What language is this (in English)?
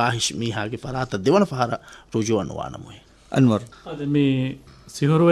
Divehi